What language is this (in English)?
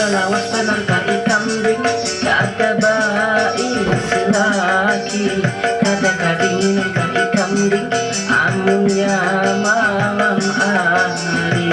Banjar